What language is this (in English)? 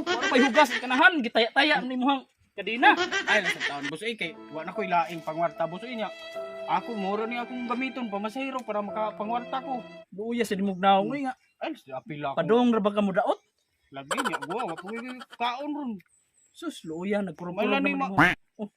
Cebuano